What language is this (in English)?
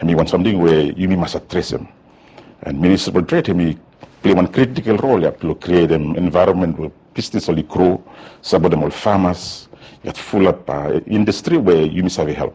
Bislama